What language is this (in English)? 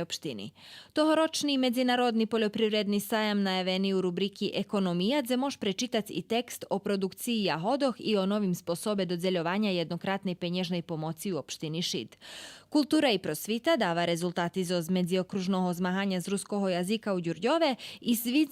Rusyn